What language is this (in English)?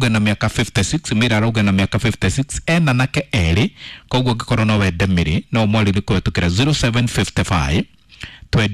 Kikuyu